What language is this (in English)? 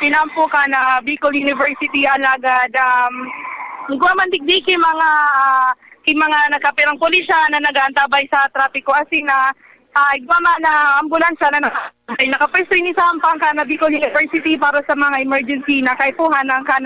Bikol